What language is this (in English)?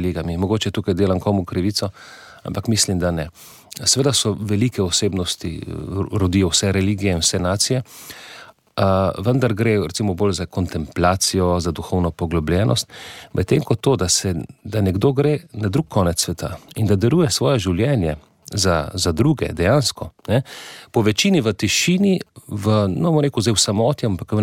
Slovenian